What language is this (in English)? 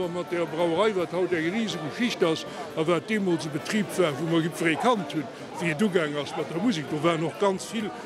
Luxembourgish